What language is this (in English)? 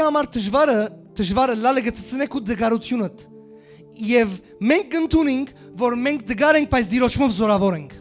Western Armenian